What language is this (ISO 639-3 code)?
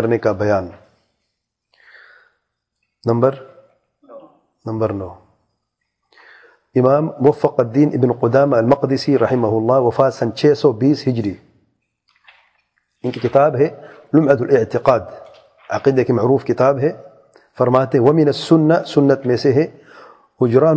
urd